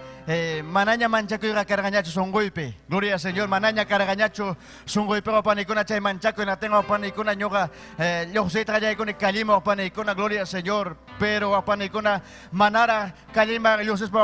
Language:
Ayacucho Quechua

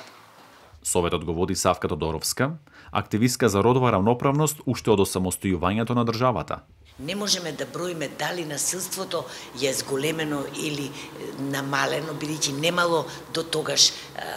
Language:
Macedonian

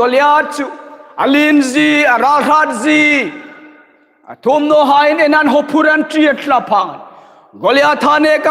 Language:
Hmar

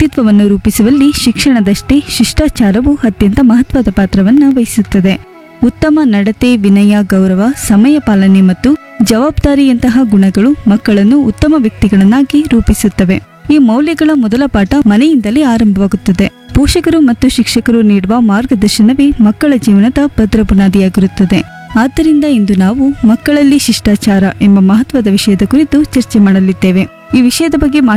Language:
Kannada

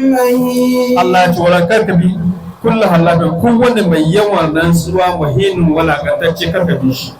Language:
Hausa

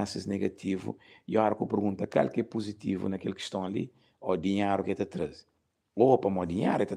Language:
Kabuverdianu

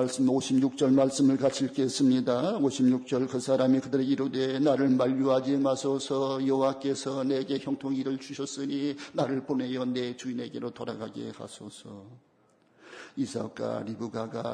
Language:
Korean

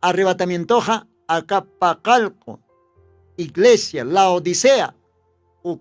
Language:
Aymara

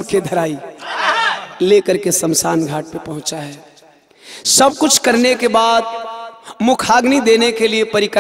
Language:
Bhojpuri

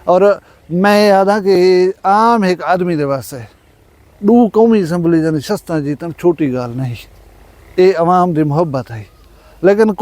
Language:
Saraiki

